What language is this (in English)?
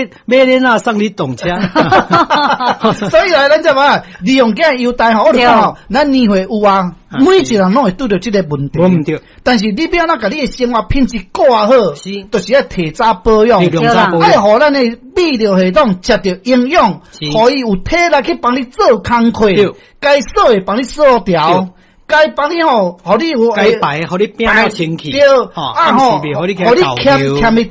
Min Nan Chinese